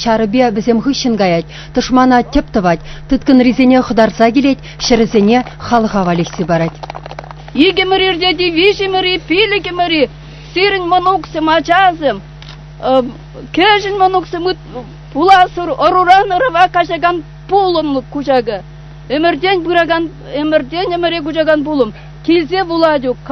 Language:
Chuvash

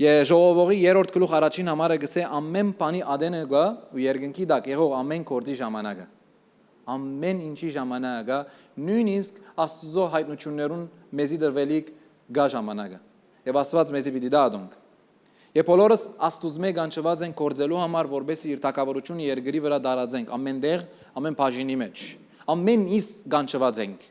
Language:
Western Armenian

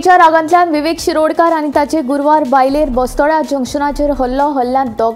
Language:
Konkani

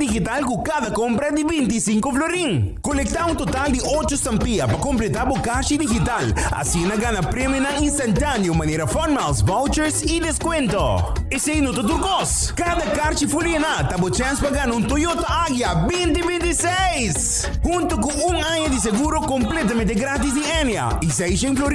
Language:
Papiamento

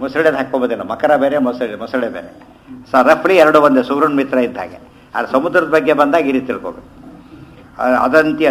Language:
Kannada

